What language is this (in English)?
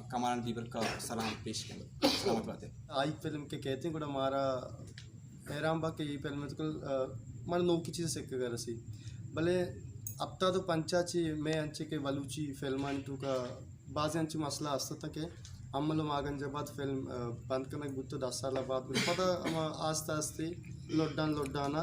Baluchi